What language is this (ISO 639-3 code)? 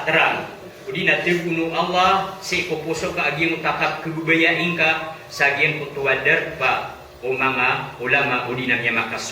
mrw